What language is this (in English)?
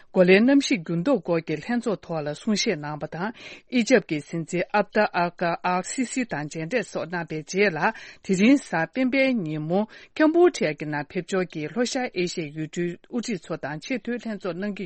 Tibetan